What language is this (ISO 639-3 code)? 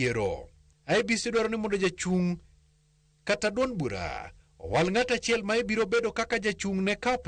luo